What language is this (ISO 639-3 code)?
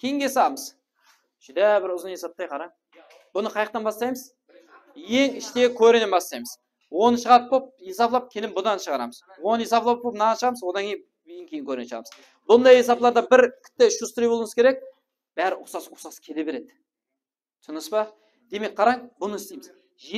kaa